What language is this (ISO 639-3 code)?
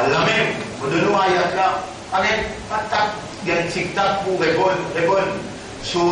mfe